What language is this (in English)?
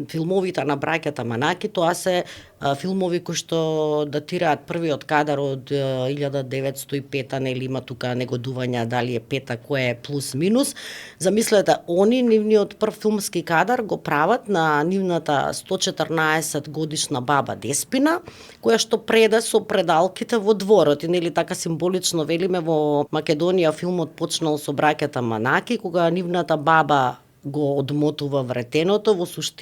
Macedonian